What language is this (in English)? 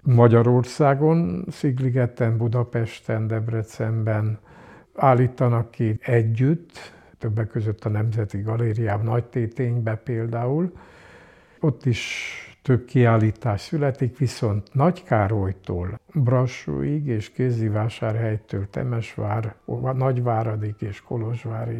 Hungarian